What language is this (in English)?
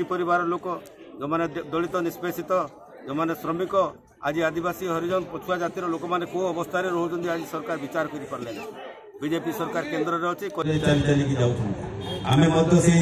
Odia